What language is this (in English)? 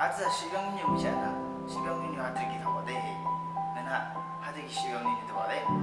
Yimchungru Naga